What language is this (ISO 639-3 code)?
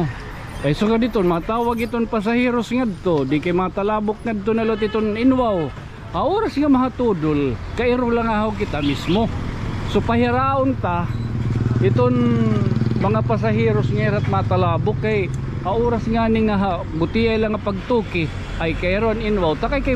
war